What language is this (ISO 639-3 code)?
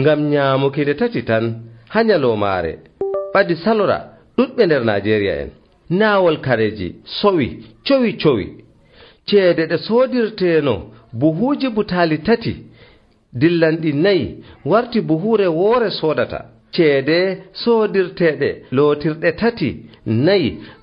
fuv